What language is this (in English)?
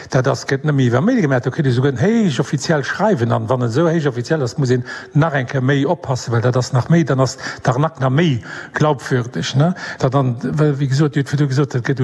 Luxembourgish